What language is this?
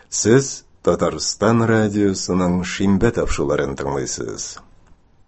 Tatar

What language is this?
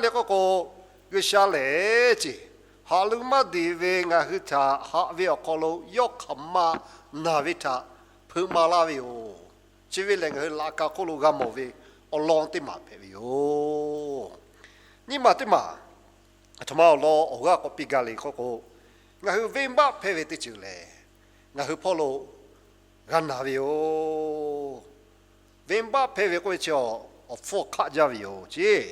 Lahu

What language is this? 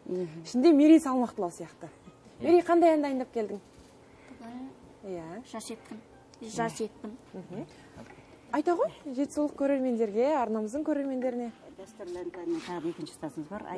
Kazakh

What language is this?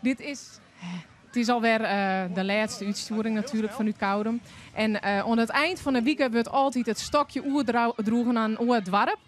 Western Frisian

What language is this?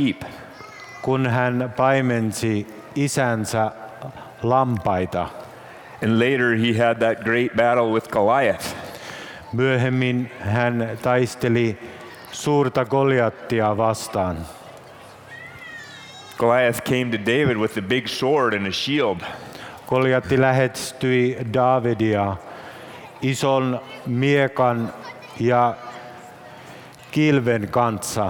Finnish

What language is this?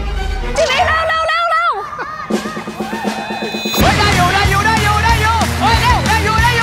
Thai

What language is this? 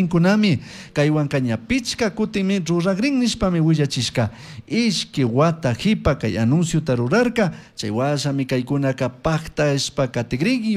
Chimborazo Highland Quichua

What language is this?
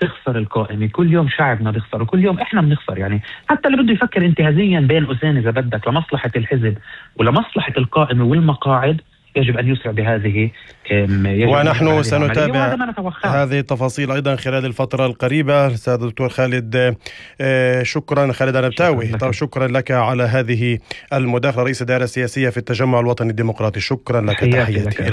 North Levantine Arabic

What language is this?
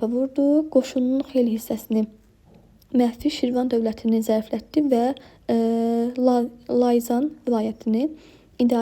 Azerbaijani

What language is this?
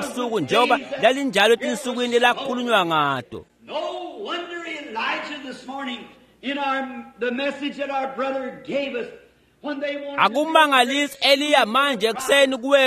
Swati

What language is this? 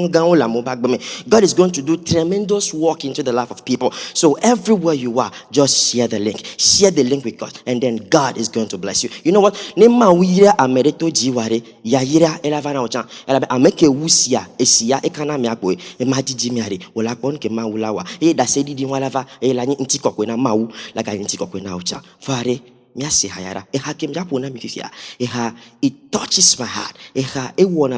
Ewe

